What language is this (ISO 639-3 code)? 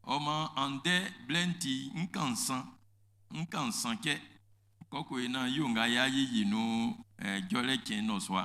bci